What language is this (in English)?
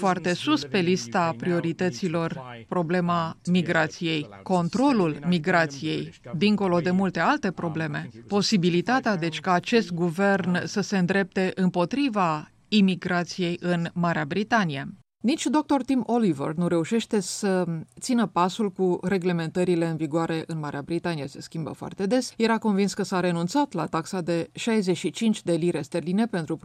Romanian